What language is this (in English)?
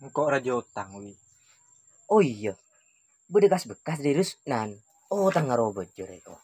Madurese